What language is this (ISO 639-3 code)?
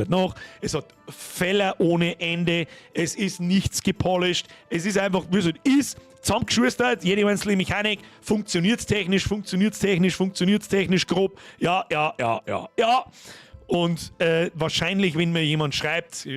bar